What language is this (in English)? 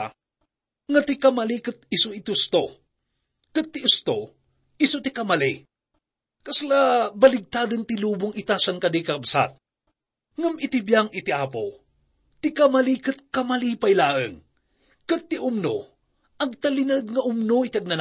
Iloko